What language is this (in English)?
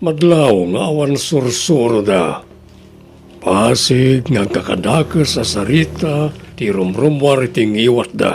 Iloko